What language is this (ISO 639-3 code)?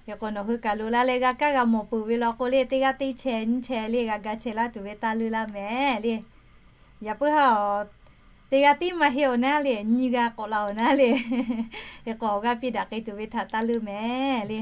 lhu